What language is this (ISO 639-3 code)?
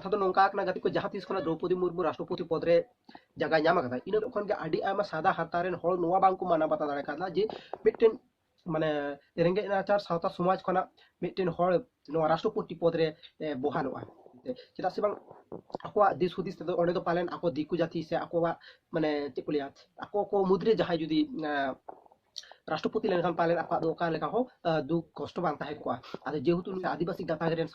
sat